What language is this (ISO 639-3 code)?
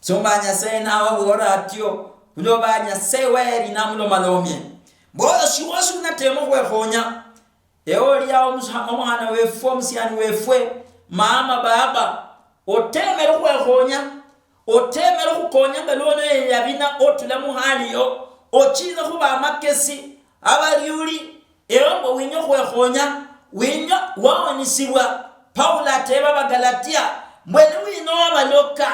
luy